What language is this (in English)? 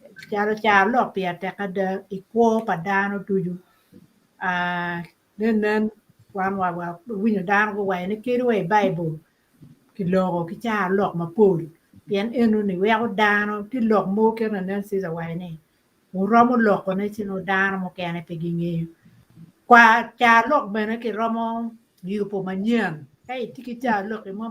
Acoli